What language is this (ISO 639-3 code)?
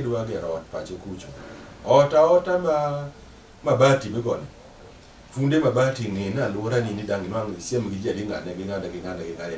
luo